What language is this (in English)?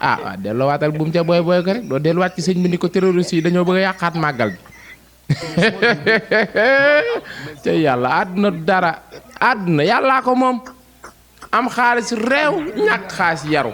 Wolof